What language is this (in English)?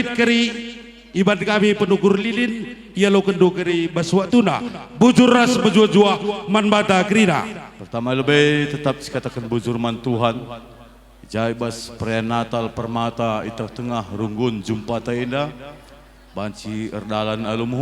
Batak Karo